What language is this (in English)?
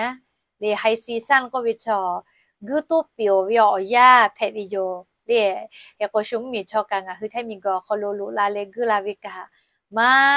Lahu